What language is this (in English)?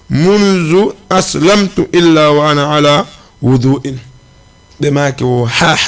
Fula